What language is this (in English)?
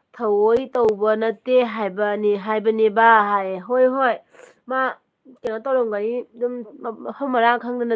Manipuri